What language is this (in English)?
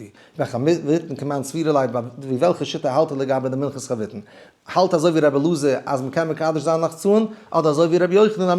Yiddish